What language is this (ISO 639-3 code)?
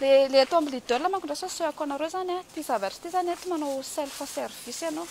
mlg